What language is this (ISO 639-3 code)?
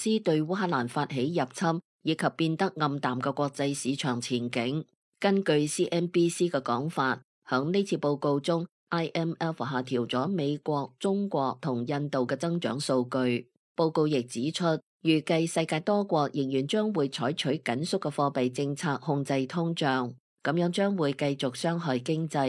yue